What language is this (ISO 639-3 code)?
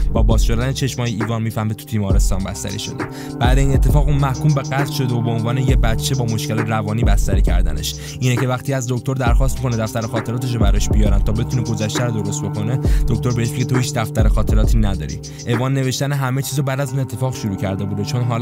fas